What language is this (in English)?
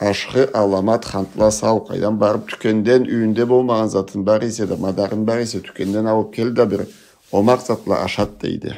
Karachay-Balkar